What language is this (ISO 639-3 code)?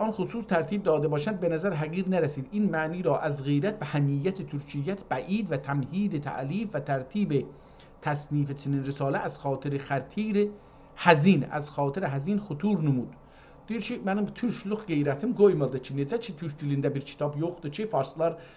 azb